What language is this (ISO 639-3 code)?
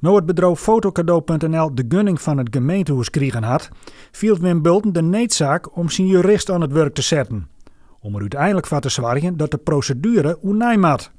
fry